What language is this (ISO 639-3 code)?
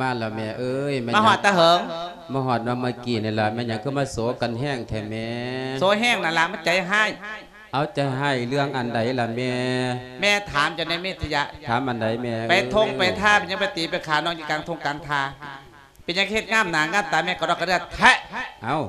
lao